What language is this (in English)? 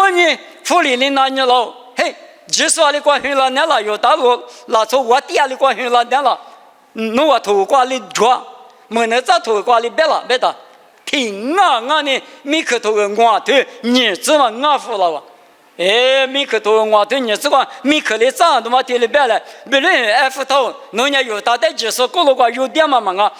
Lisu